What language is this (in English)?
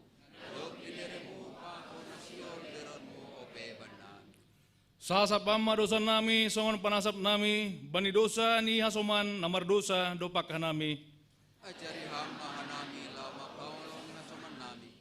Batak Simalungun